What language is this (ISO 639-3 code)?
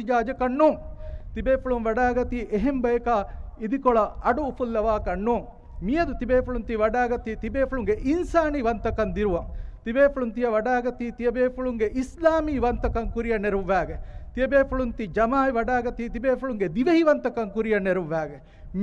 div